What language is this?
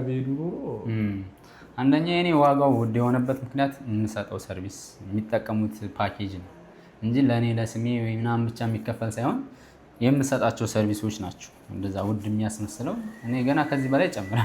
Amharic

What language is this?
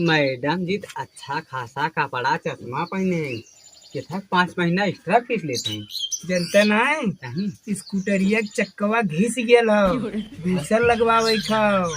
Awadhi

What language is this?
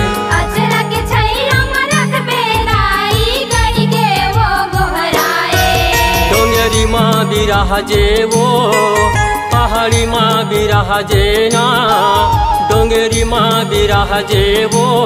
Chhattisgarhi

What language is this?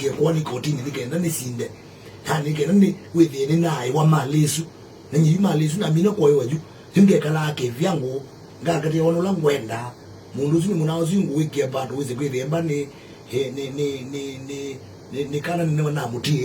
Kamba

